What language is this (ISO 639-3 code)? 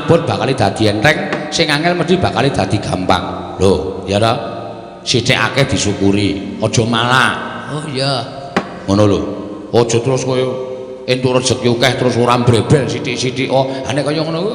jav